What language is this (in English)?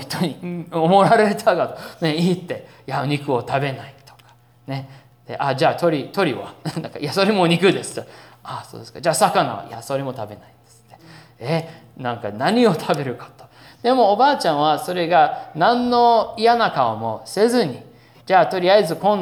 Japanese